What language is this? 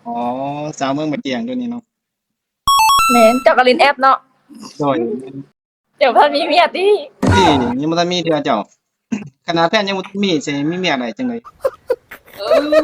Lao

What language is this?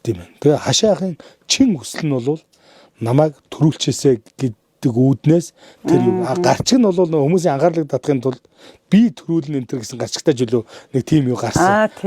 Mongolian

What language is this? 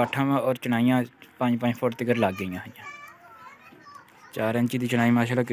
Punjabi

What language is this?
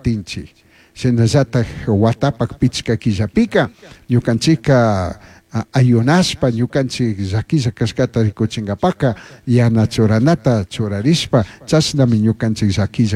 Chimborazo Highland Quichua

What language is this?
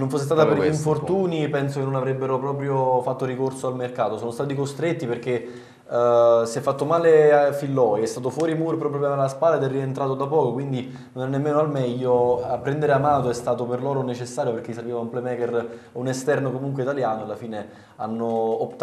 Italian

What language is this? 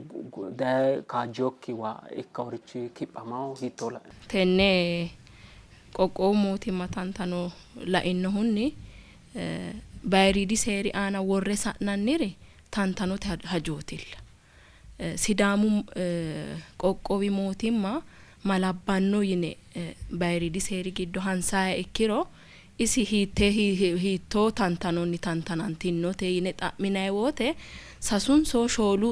Sidamo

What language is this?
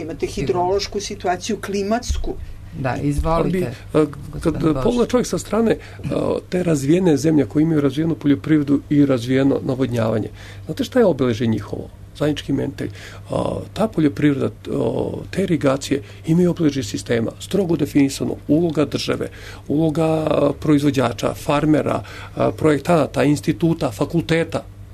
Serbian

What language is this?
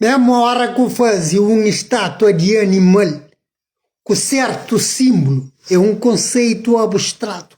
Kabuverdianu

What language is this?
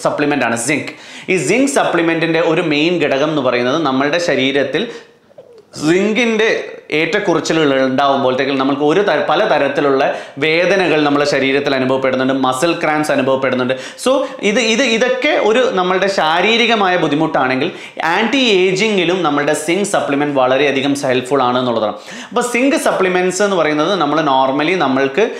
Malayalam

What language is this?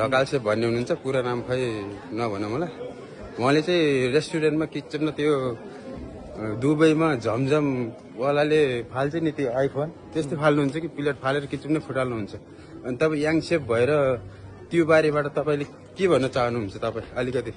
Nepali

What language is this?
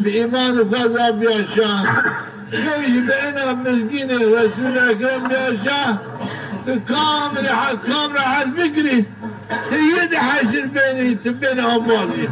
Zaza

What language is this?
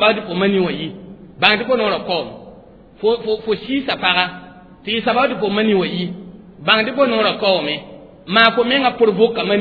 Mossi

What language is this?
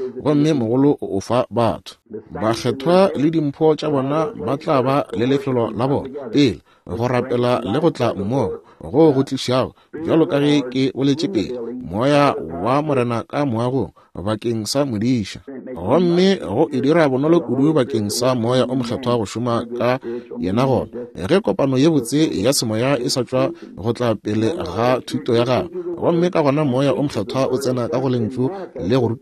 Northern Sotho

